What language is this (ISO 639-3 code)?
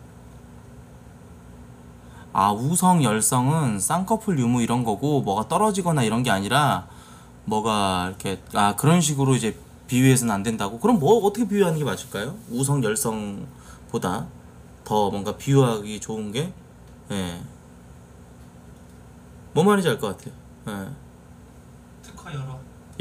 kor